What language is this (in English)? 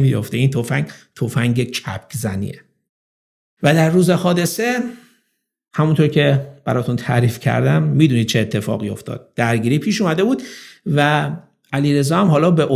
Persian